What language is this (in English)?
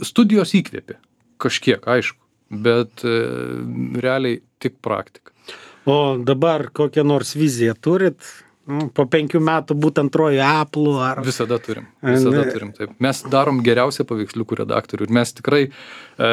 Lithuanian